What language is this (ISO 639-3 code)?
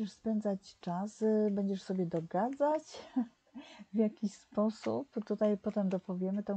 pol